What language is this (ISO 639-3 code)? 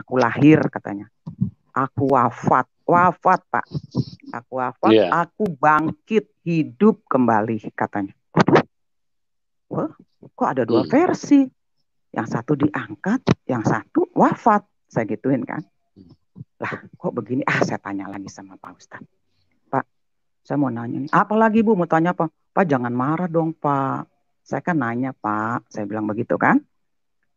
ind